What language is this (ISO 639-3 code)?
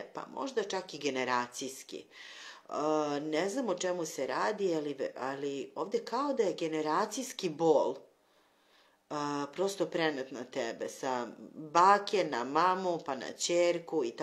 srp